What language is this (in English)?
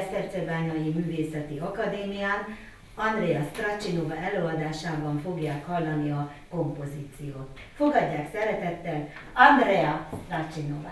Hungarian